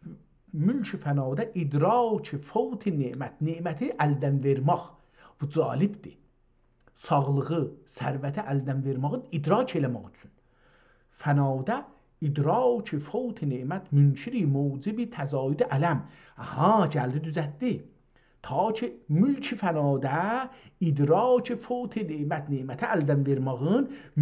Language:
South Azerbaijani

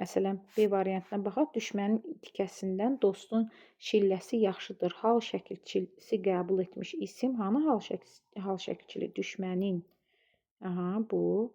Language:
Azerbaijani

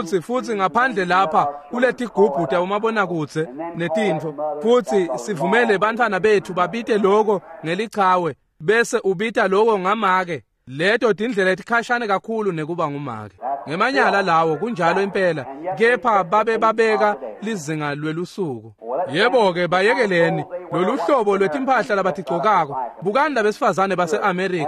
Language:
Swati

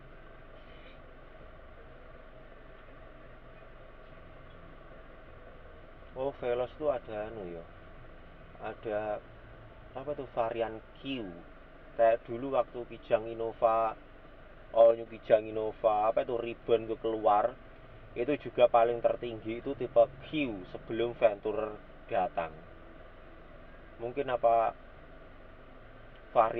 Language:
Indonesian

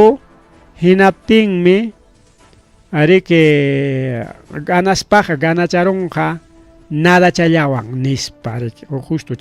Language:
Ayacucho Quechua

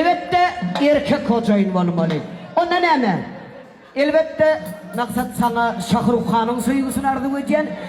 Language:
Turkmen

